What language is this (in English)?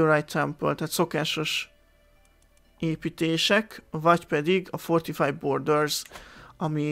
Hungarian